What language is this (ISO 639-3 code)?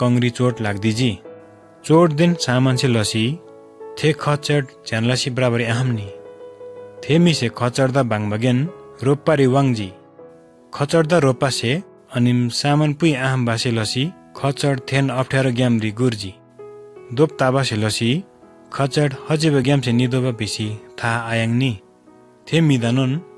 taj